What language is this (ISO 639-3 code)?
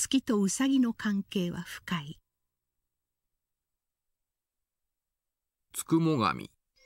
jpn